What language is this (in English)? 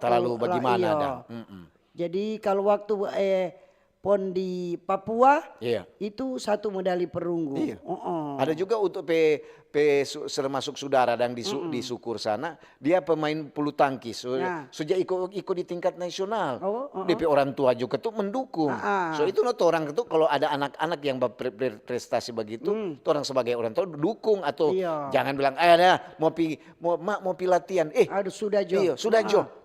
Manado Malay